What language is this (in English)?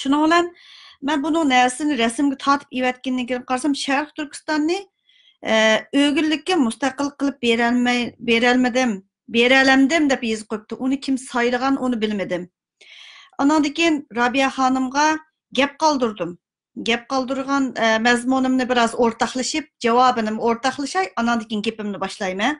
Uyghur